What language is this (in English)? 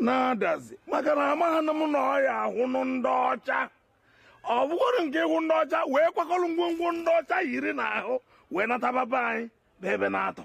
Igbo